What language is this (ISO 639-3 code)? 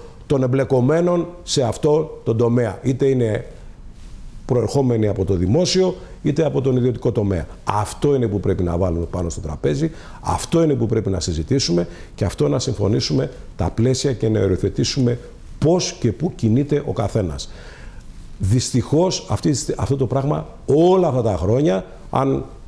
ell